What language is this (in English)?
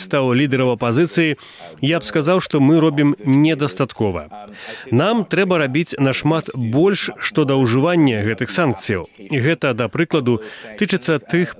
Belarusian